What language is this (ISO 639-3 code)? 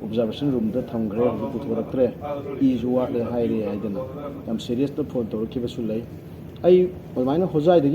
mni